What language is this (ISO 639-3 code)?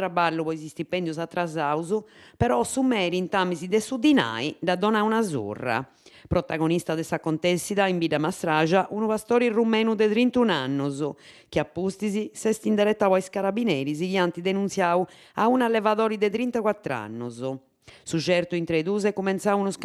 srd